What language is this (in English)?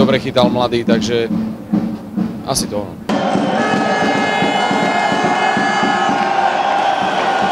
Slovak